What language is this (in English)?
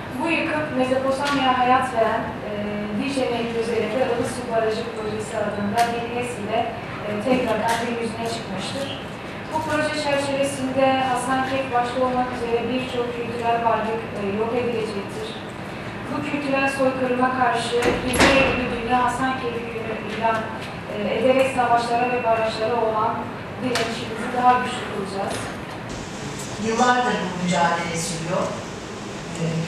Turkish